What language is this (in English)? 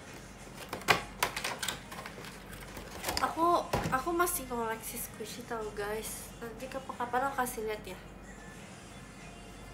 Indonesian